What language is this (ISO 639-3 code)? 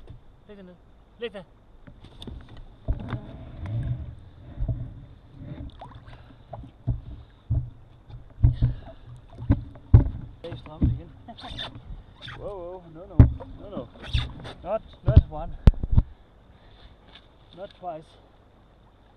dan